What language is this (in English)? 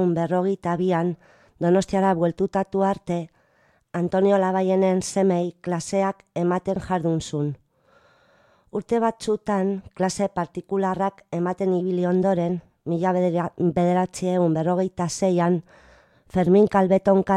Basque